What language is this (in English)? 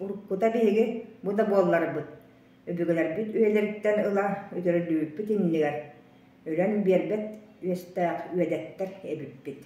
Yakut